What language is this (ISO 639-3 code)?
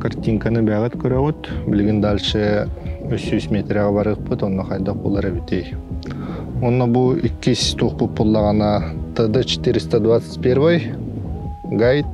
sah